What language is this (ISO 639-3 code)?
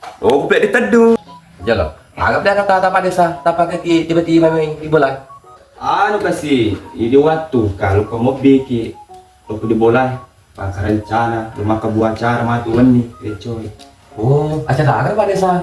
bug